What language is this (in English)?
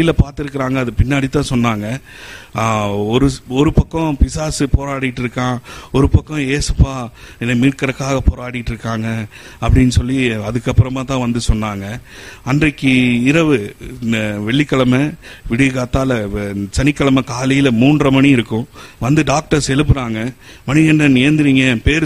Tamil